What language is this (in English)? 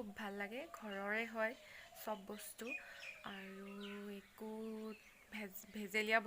Assamese